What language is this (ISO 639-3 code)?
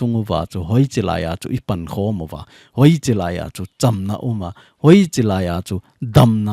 tcz